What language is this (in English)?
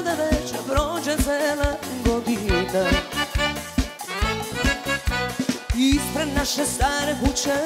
Serbian